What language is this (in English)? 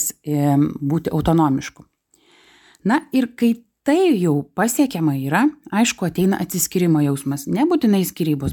Lithuanian